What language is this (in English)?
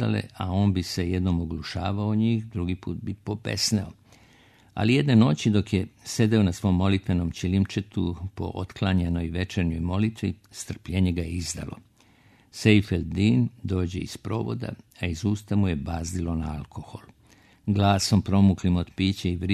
Serbian